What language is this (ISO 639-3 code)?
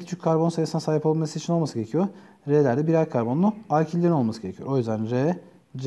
tur